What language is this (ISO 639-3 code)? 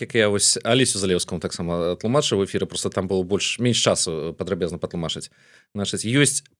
bel